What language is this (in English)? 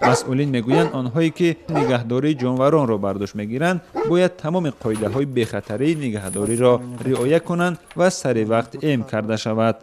Tajik